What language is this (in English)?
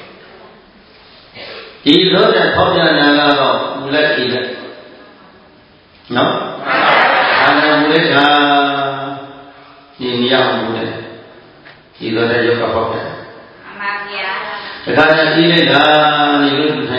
Burmese